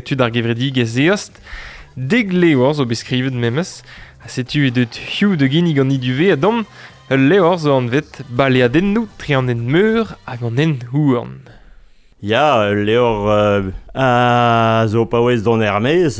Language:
Breton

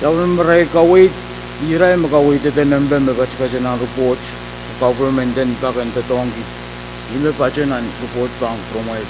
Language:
Pohnpeian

